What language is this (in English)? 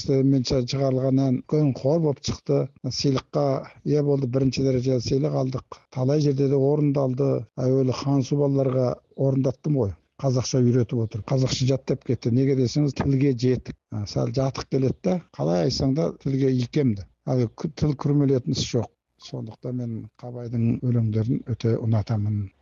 Kazakh